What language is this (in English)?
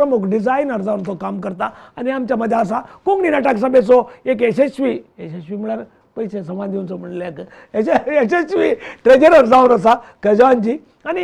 Konkani